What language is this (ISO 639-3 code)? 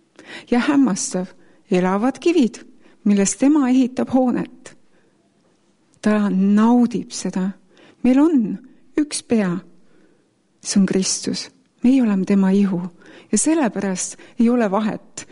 est